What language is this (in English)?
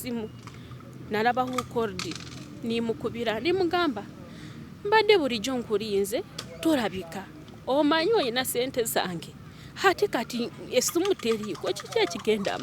Ganda